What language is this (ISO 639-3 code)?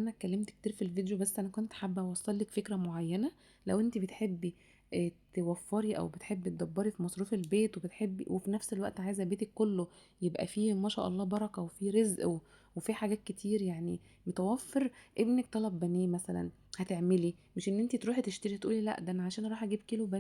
arz